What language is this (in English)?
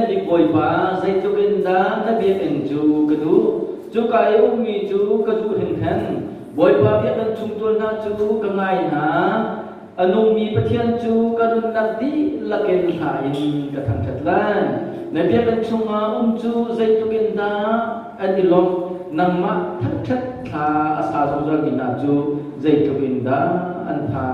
Hakha Chin